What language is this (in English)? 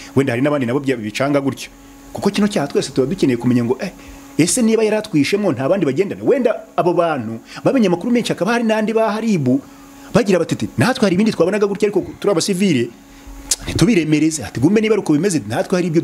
Kinyarwanda